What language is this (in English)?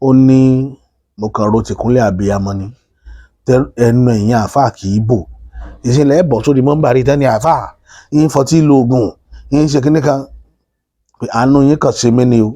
Yoruba